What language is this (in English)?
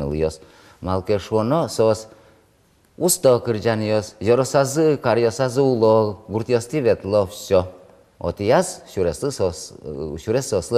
Udmurt